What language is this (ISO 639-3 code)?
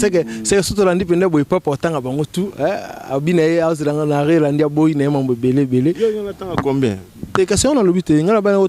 lin